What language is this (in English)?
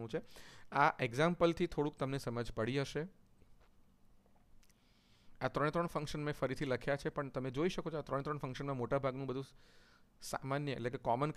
Gujarati